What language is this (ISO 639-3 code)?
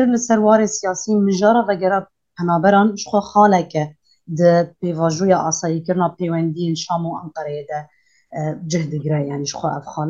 kur